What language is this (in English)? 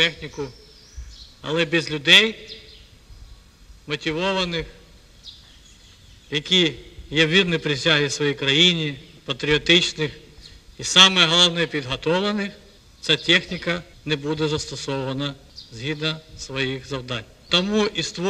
Ukrainian